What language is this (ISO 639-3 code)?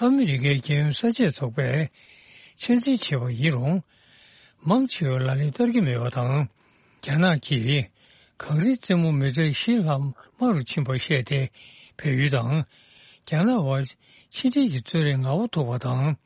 bod